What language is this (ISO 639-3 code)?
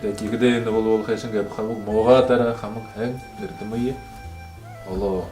bua